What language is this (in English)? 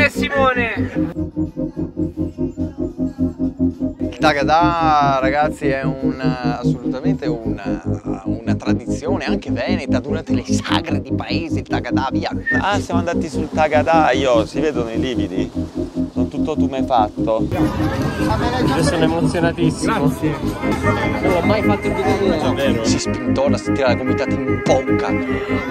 Italian